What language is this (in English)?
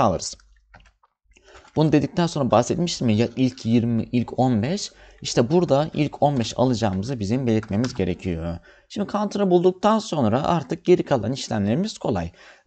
Turkish